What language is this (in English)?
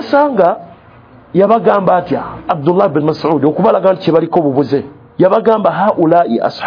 Ganda